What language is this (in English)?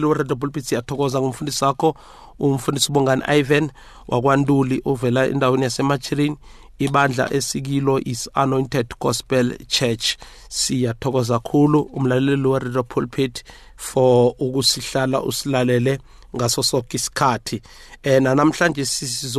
South Ndebele